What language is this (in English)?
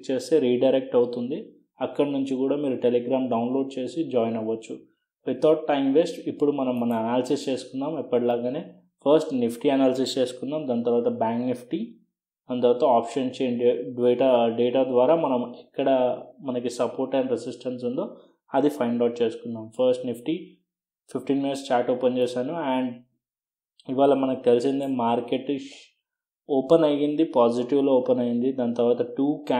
Telugu